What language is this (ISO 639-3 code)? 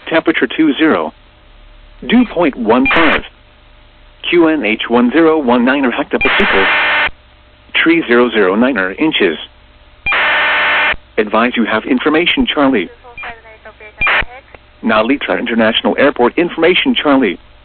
eng